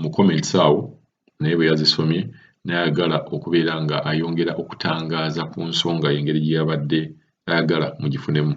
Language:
Ganda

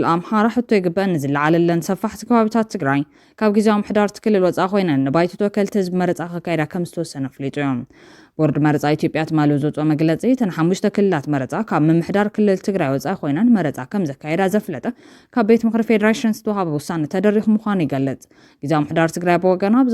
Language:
Tigrinya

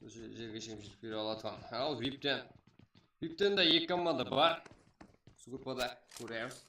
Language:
Kara-Kalpak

